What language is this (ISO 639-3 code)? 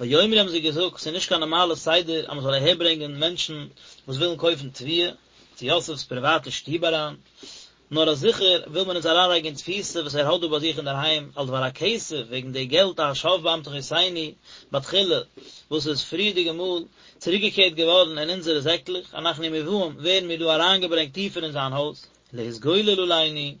yid